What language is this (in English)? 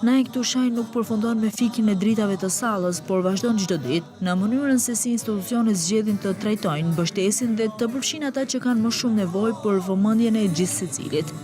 Albanian